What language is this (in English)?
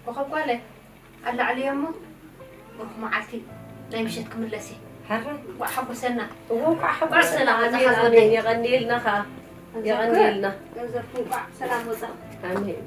Tigrinya